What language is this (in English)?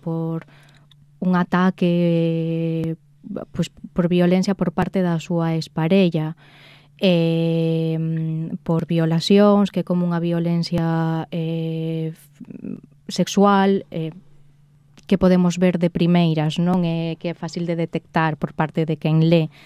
Galician